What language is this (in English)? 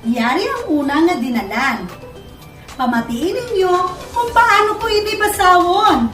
Hiligaynon